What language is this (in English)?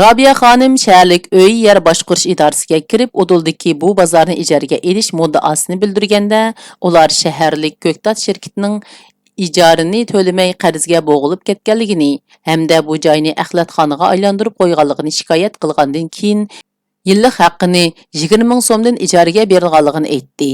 Uyghur